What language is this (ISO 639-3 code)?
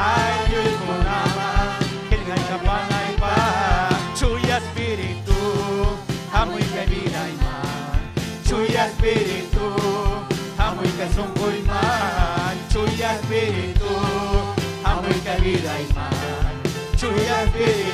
quy